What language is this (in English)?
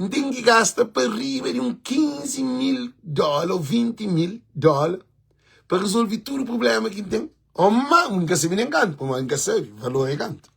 Kabuverdianu